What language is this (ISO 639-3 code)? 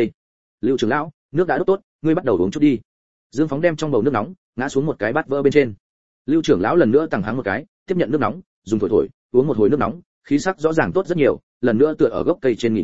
vie